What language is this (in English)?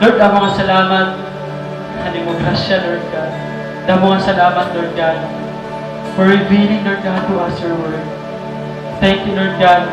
Waray